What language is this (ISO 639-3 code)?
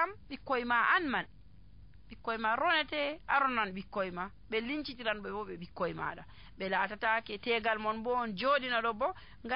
fuv